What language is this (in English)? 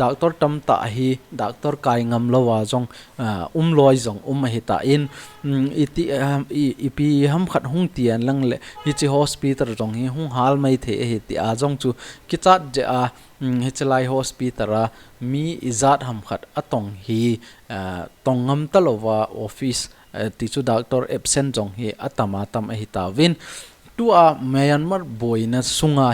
Thado Chin